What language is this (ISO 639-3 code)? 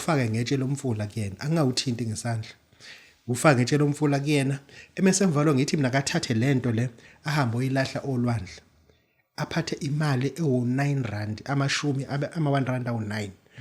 zul